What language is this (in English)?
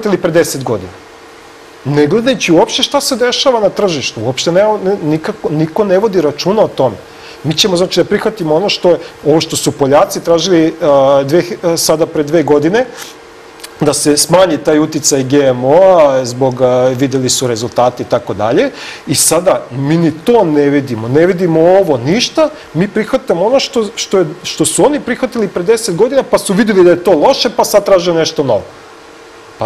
Serbian